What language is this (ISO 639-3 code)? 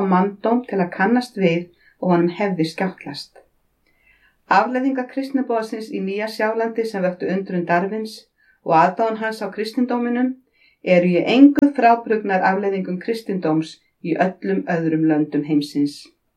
isl